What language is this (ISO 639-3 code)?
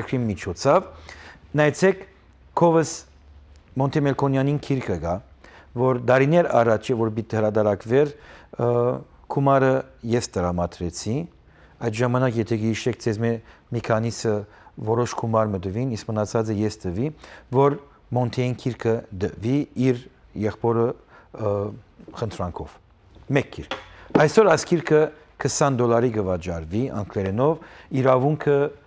hyw